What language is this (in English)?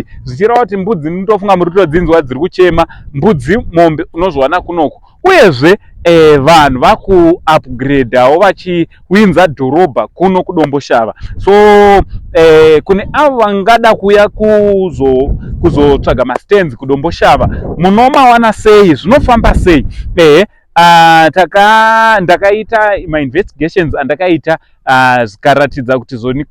Shona